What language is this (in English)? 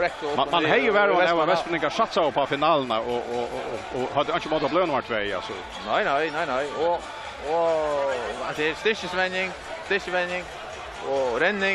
Faroese